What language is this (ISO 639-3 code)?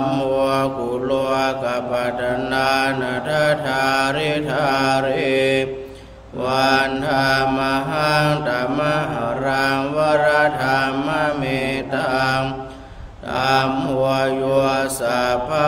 pli